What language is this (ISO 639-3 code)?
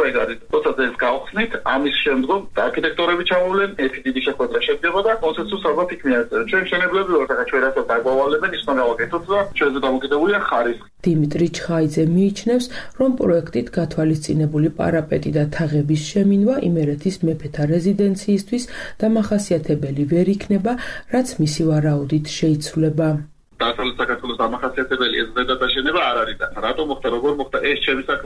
kat